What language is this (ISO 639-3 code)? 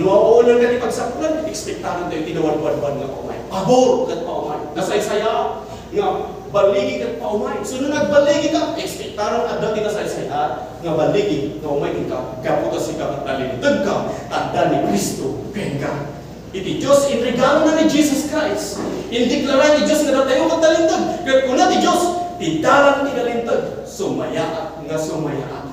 ilo